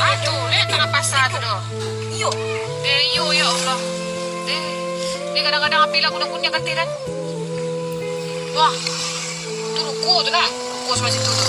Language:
Minangkabau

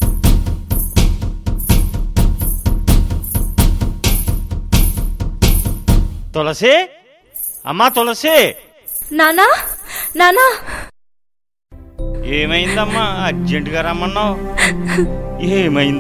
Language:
Telugu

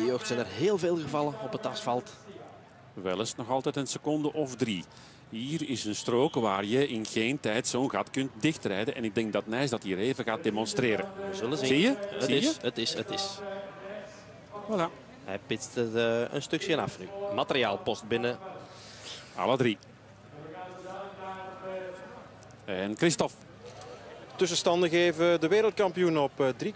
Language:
Dutch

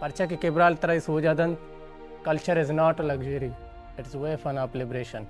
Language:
Baluchi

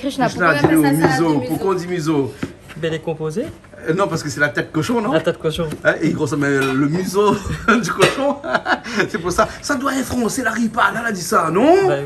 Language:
Réunion Creole French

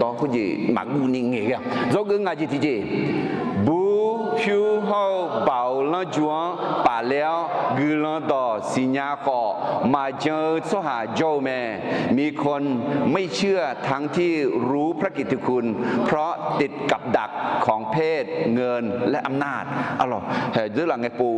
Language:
Akha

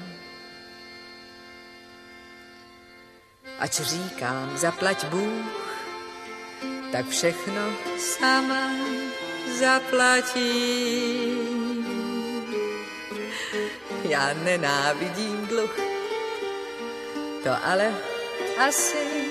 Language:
Czech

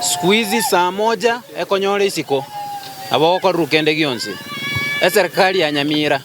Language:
Gusii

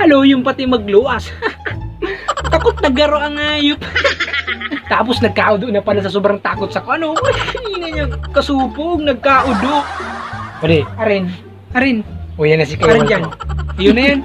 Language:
Bikol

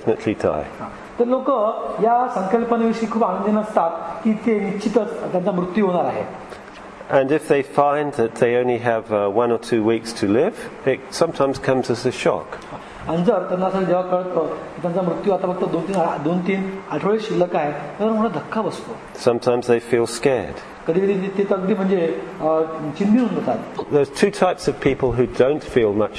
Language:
Marathi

